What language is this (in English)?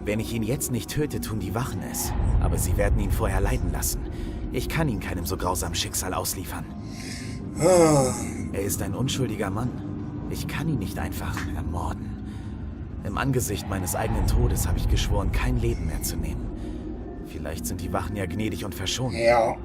Swiss German